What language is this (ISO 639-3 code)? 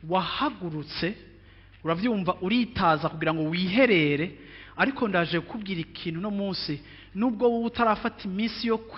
run